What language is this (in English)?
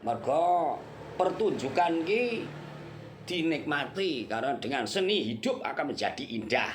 Javanese